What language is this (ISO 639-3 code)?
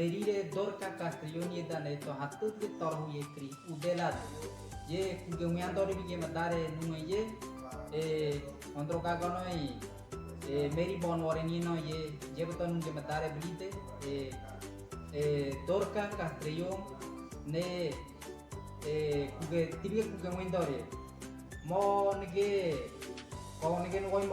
gym